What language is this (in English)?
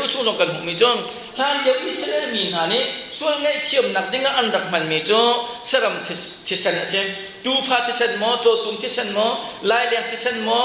Hakha Chin